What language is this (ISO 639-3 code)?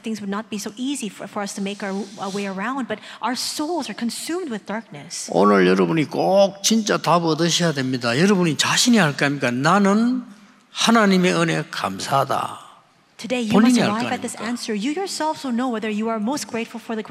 kor